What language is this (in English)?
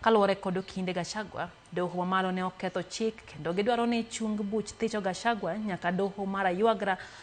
Luo (Kenya and Tanzania)